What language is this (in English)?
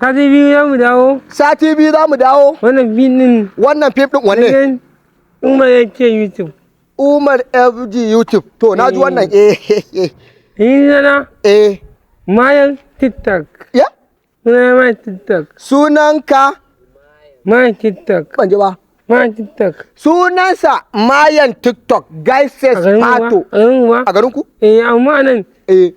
Hausa